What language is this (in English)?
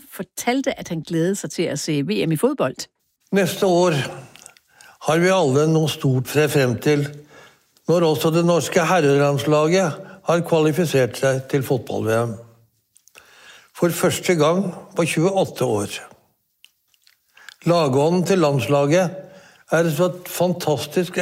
Danish